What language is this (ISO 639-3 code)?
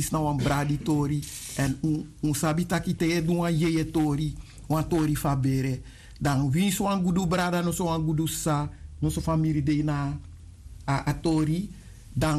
srn